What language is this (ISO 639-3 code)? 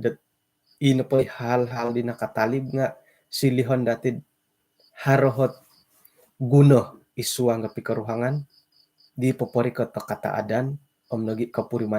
dtp